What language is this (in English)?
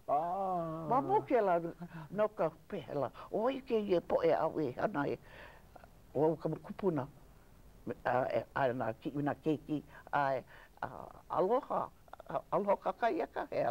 Hawaiian